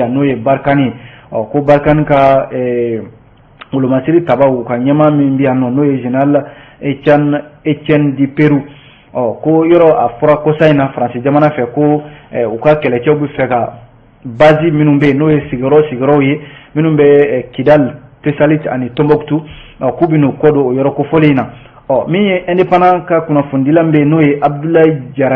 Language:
Bambara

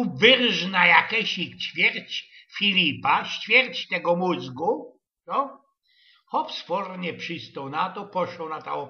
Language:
Silesian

